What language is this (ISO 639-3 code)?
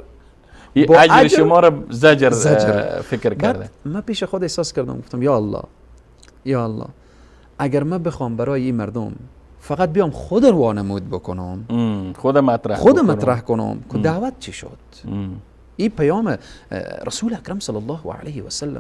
fas